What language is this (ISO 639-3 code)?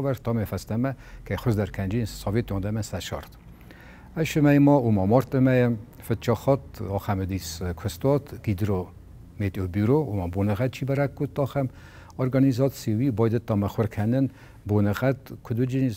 oss